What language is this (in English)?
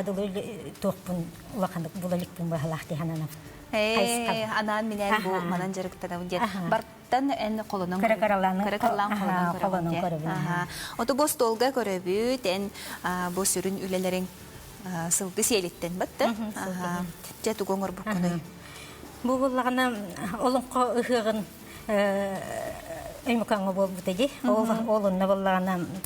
Yakut